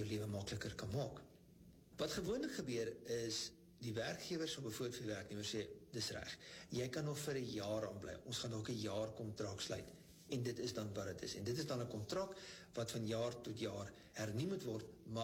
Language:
Afrikaans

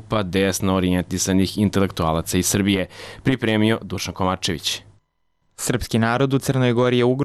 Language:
Serbian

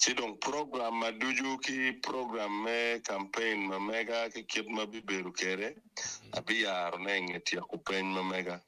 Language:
Acoli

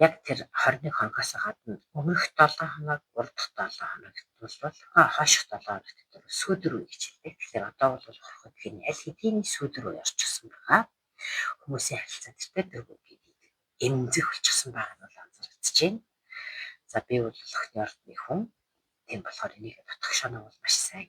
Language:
Mongolian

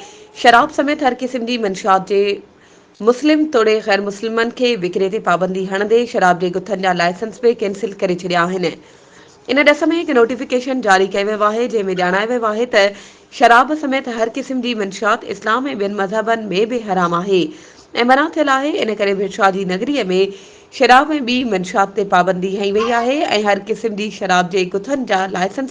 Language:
Sindhi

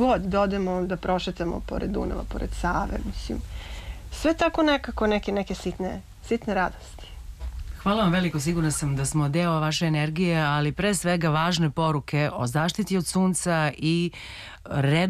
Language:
Serbian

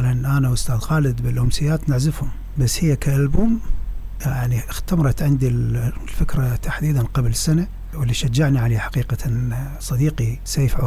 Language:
Mesopotamian Arabic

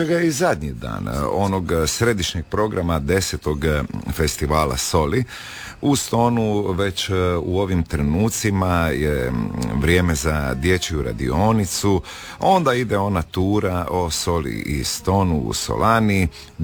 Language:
Croatian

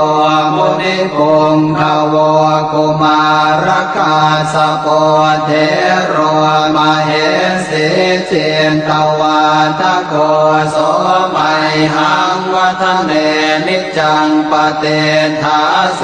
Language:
Pali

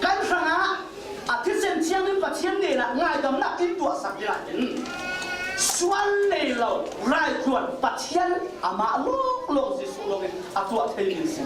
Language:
Falam Chin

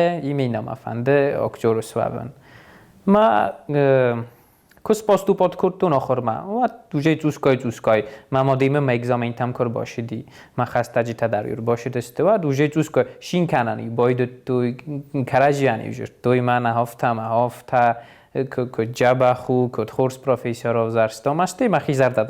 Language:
Ossetic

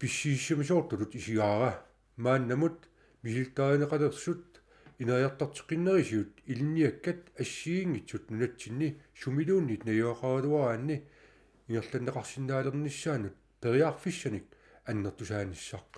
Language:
Kalaallisut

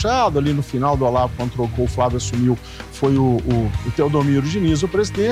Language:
Portuguese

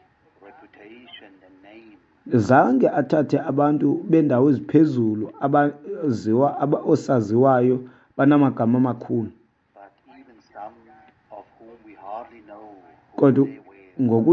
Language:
Xhosa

